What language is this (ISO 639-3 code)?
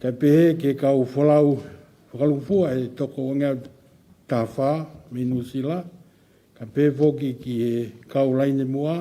ton